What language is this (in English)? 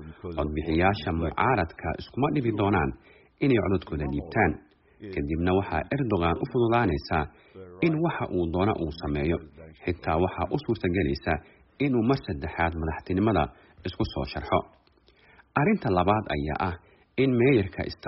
Somali